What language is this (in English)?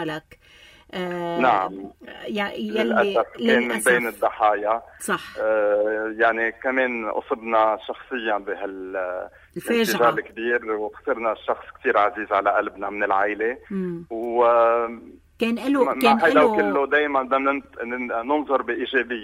North Levantine Arabic